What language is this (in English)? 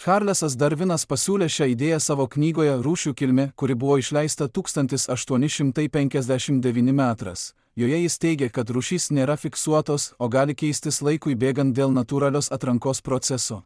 Lithuanian